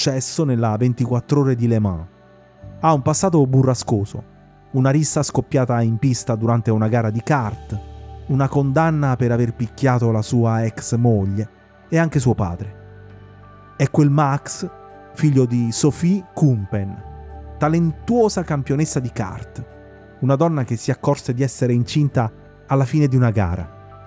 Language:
Italian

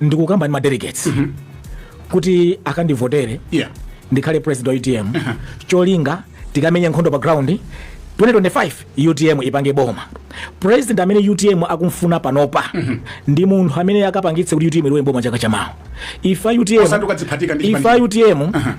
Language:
Nyanja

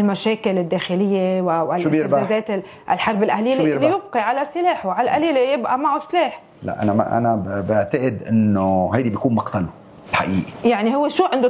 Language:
North Levantine Arabic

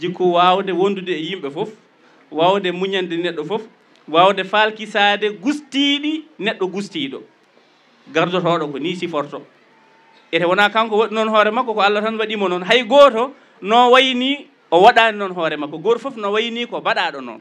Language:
Fula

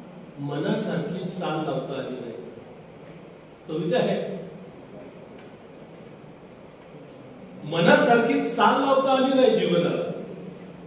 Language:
Marathi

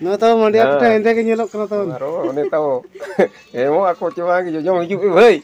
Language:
Santali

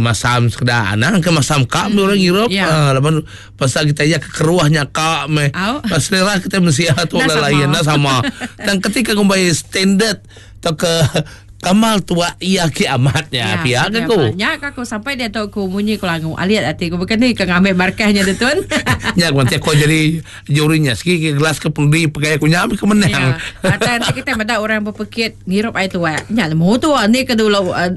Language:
Iban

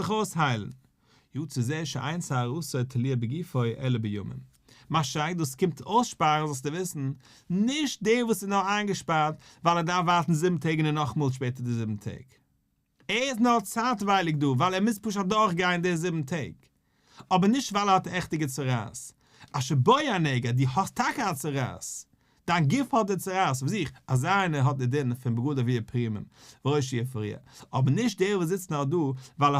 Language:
Yiddish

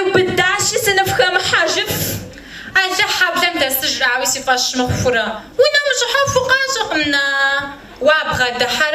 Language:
Kabardian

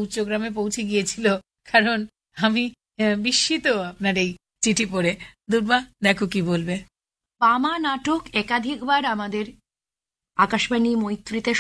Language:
Bangla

